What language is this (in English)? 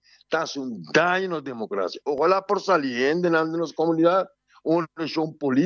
Papiamento